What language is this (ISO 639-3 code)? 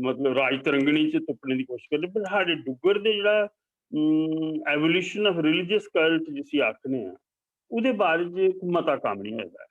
doi